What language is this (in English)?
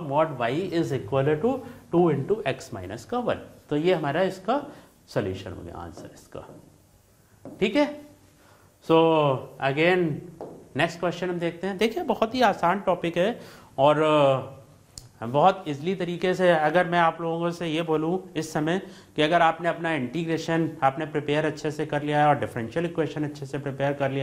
Hindi